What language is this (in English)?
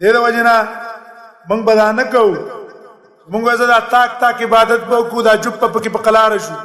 Pashto